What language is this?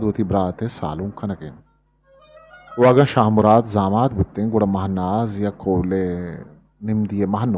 Eastern Balochi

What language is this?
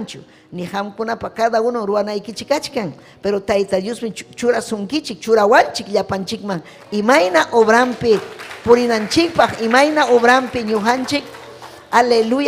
Ayacucho Quechua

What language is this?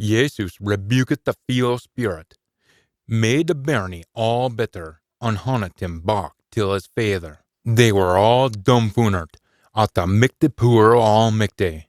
Scots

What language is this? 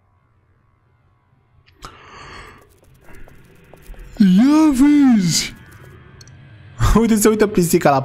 Romanian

